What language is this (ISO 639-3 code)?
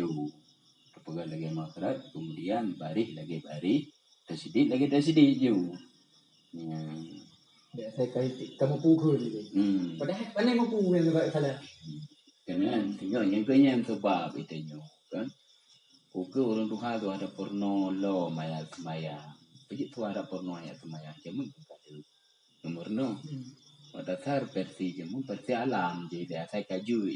ace